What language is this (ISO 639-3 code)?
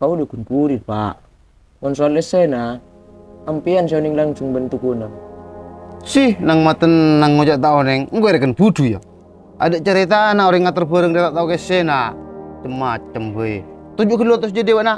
mad